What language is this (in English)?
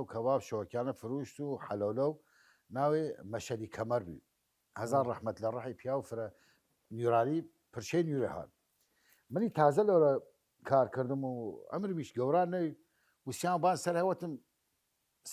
Southern Kurdish